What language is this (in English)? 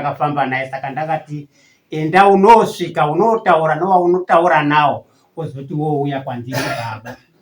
Shona